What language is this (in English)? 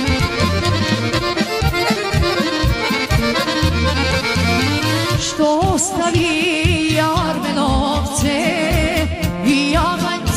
Serbian